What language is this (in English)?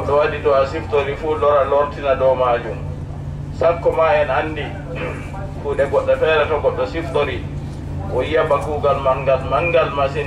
Adamawa Fulfulde